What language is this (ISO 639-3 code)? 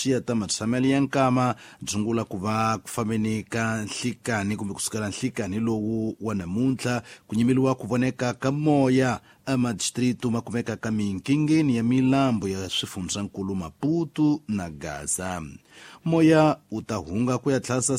tso